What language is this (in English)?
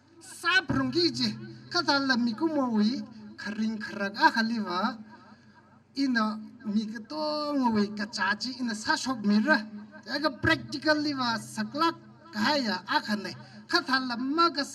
Tangkhul Naga (India)